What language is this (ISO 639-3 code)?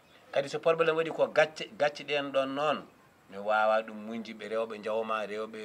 ful